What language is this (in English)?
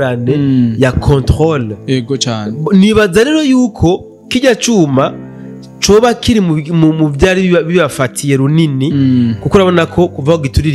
Rundi